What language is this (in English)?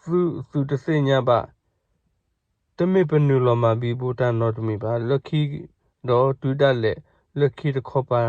S'gaw Karen